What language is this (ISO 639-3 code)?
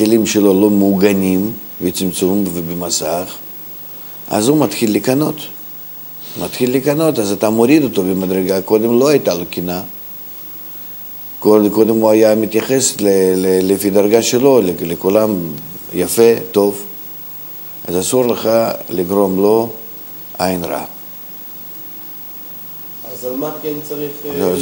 heb